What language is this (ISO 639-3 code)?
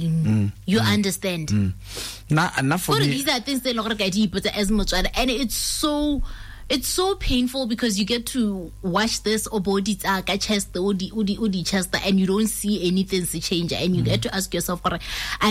tsn